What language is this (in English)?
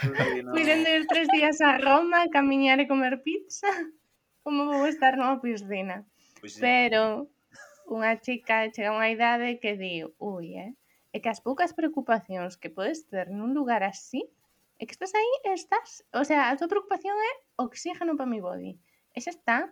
Galician